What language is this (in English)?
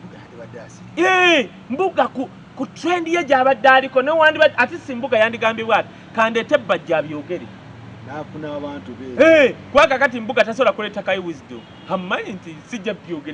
Ganda